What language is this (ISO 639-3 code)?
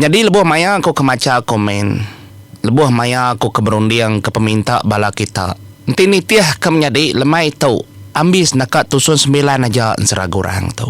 iba